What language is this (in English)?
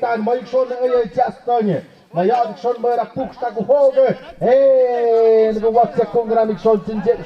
Tlahuitoltepec Mixe